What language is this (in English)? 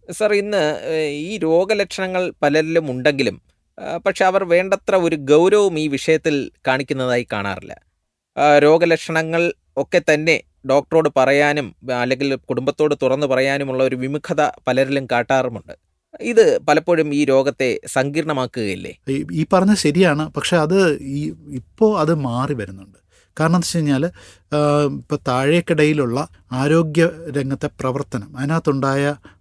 Malayalam